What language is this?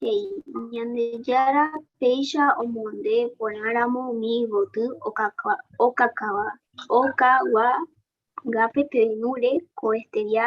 Guarani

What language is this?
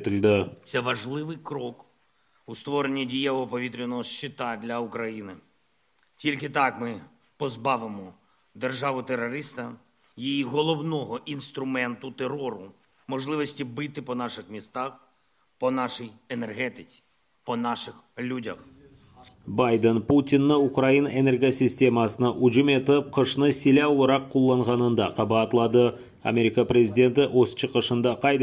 Crimean Tatar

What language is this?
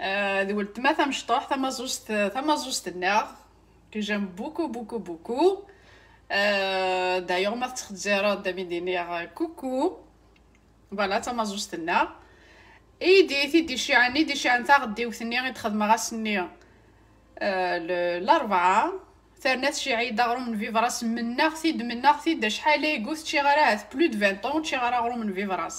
Kabyle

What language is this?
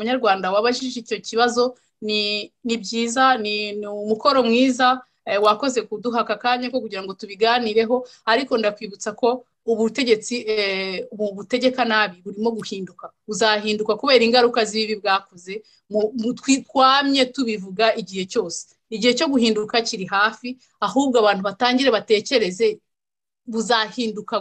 Kinyarwanda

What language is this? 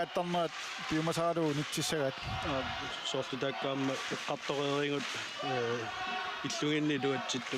Kalaallisut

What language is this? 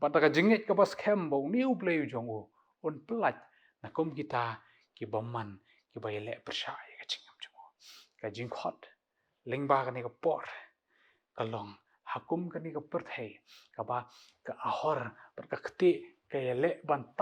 Khasi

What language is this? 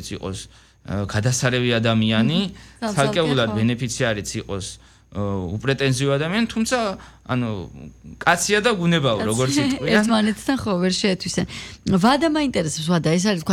Georgian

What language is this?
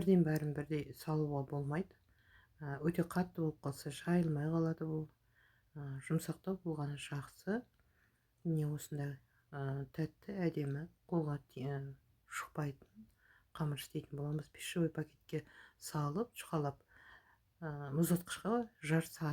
Kazakh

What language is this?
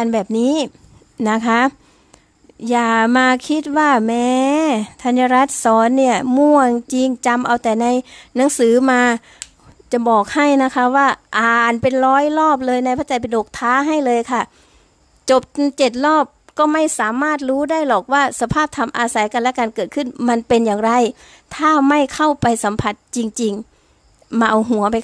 Thai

